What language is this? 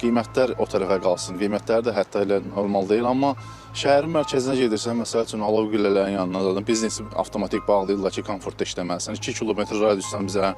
Azerbaijani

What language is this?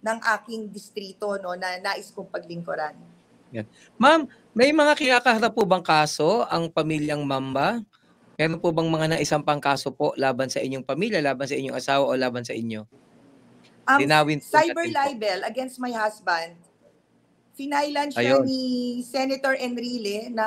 Filipino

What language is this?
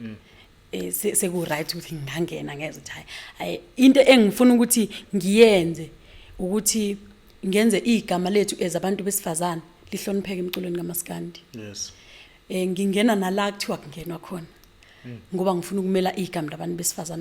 Zulu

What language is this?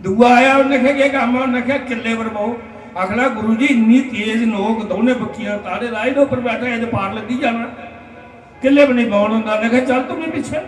Dogri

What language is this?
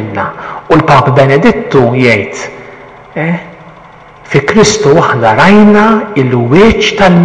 Maltese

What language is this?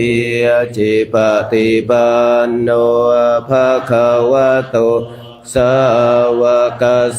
Pali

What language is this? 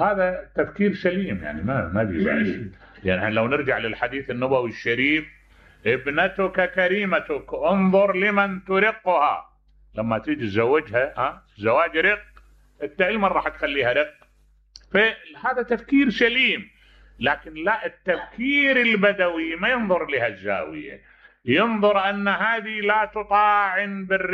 Mesopotamian Arabic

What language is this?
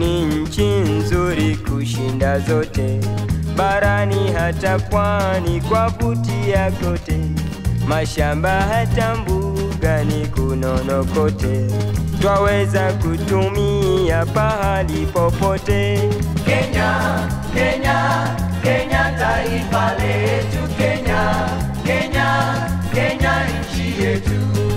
Swahili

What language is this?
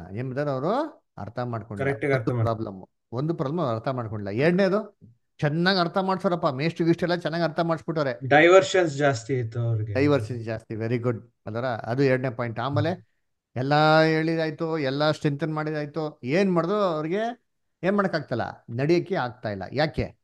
Kannada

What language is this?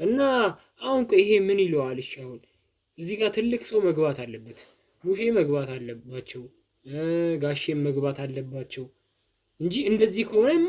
Amharic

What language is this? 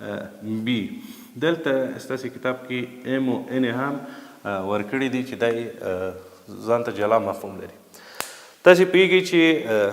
Pashto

